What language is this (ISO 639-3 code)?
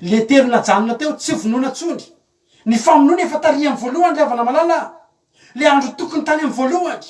mlg